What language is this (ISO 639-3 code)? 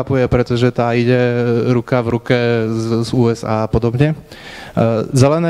slk